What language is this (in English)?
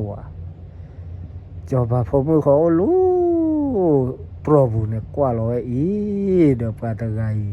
S'gaw Karen